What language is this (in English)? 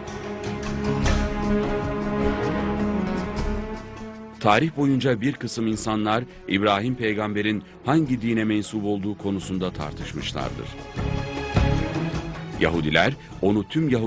Turkish